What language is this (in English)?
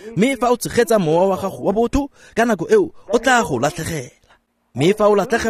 Tswana